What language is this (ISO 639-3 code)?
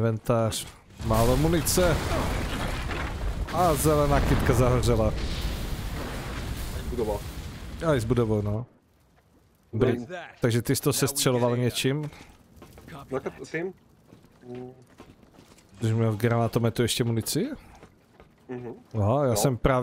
ces